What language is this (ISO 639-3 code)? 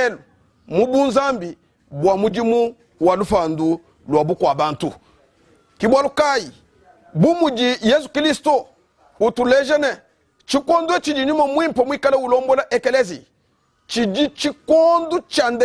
lua